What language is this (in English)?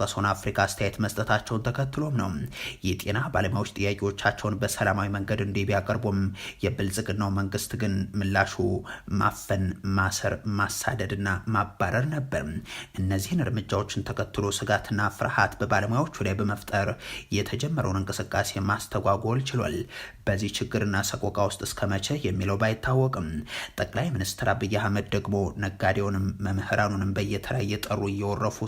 Amharic